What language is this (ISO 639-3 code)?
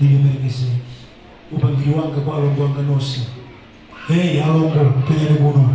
nya